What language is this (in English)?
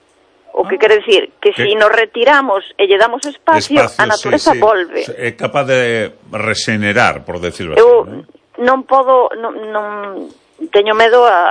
Galician